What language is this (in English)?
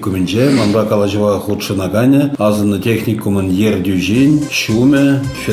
Chuvash